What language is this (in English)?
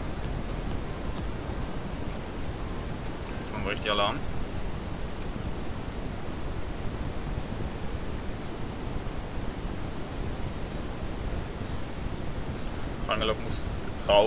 German